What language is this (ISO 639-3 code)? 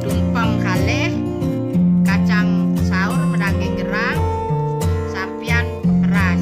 ban